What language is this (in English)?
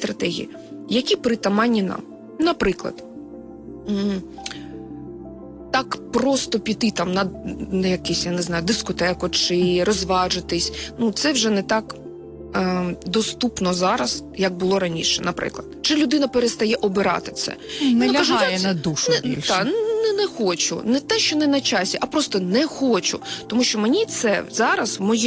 Ukrainian